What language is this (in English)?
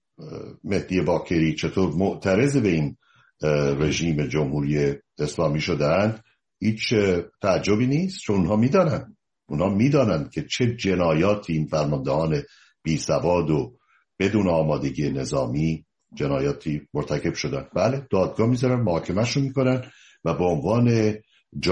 Persian